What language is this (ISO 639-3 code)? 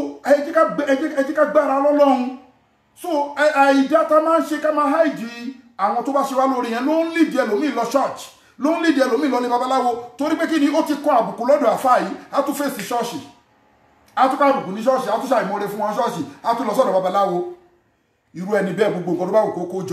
yor